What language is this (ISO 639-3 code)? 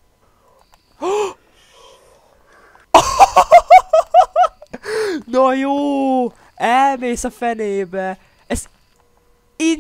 hun